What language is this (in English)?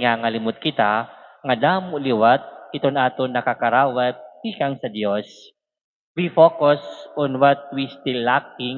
Waray